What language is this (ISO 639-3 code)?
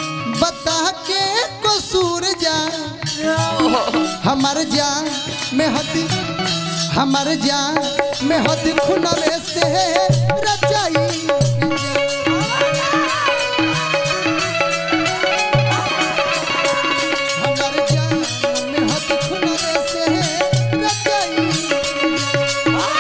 bho